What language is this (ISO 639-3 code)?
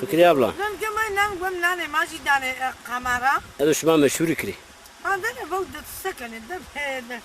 zza